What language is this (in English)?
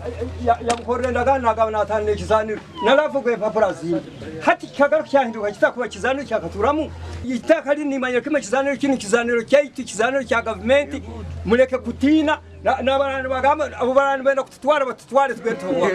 Nyankole